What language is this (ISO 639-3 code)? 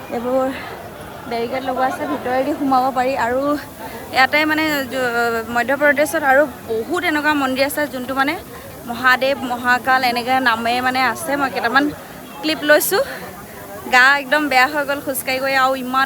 asm